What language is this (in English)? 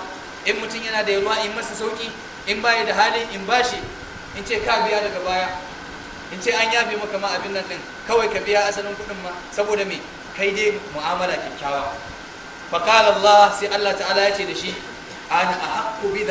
Hausa